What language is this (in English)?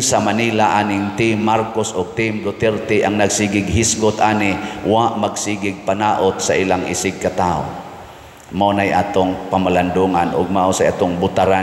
Cebuano